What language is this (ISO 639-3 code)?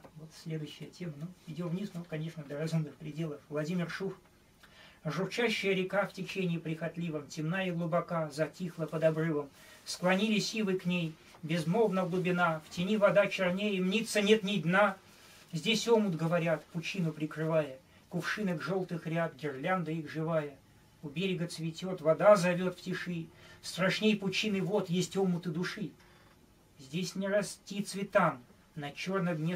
rus